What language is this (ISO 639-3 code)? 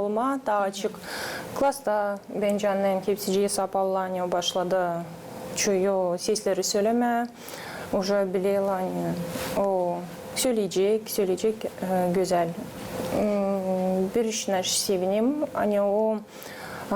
gag